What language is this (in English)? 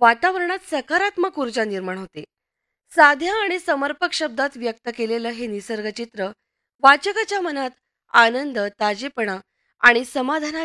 Marathi